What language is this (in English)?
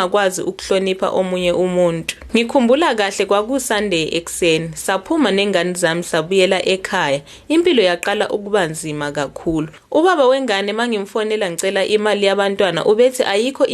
Zulu